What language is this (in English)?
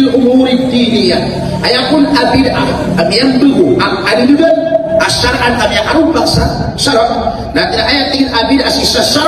Maranao